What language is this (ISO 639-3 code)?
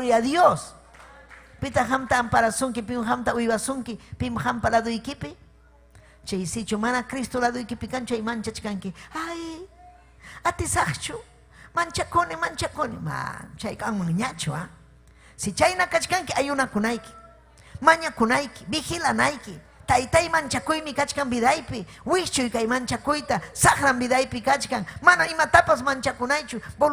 quy